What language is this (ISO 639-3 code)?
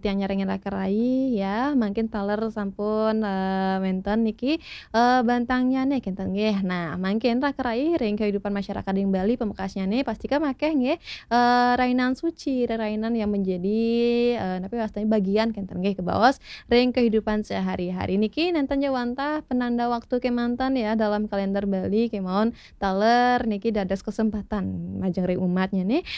ban